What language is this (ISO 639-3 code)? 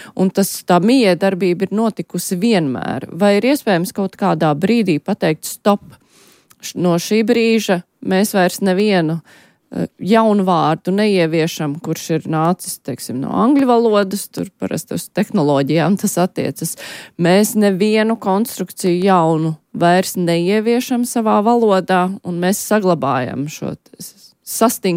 lav